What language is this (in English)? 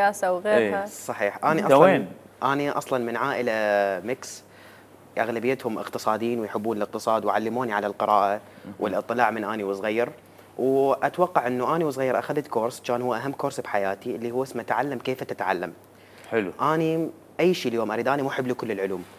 Mesopotamian Arabic